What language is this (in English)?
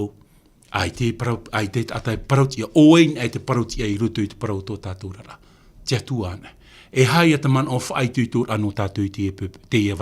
Tahitian